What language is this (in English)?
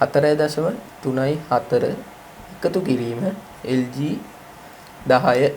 Sinhala